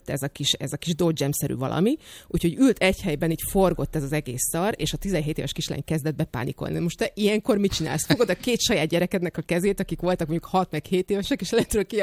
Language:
Hungarian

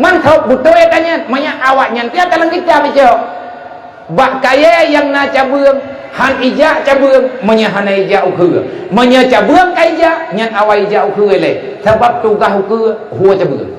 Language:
Achinese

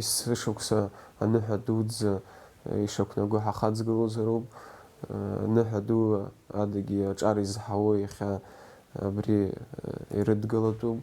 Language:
Abkhazian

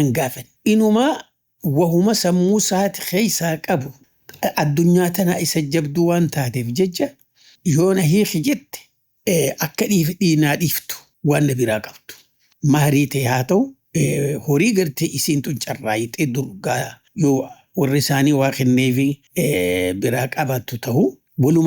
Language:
Oromo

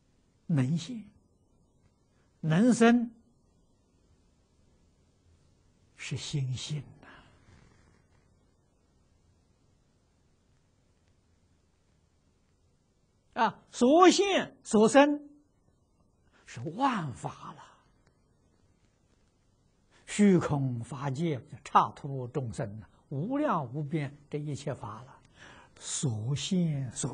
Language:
Chinese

